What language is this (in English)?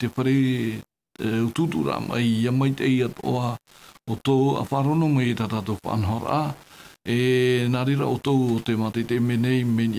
Tahitian